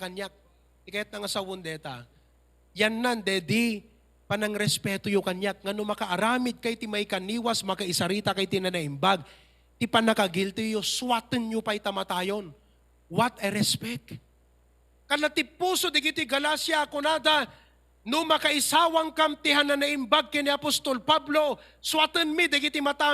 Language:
Iloko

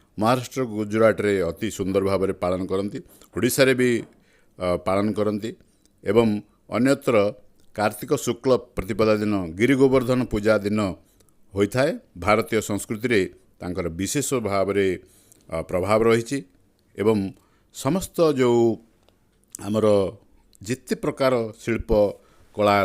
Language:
Odia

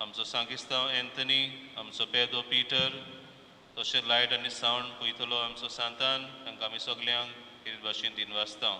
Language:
Konkani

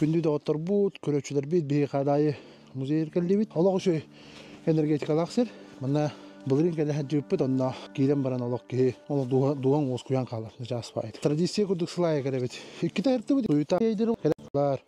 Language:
Yakut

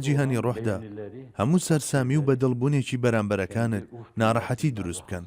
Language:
Central Kurdish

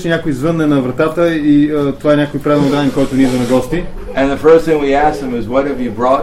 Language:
Bulgarian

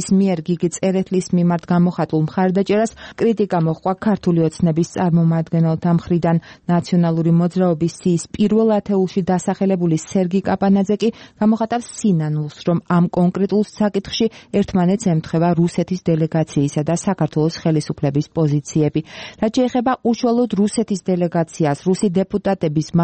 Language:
Georgian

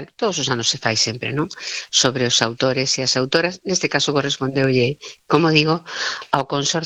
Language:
Galician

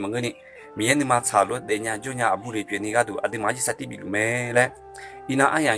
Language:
Akha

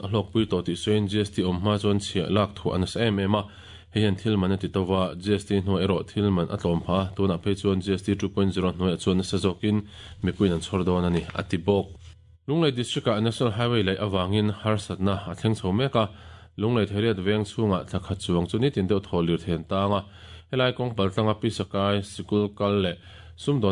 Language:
Mizo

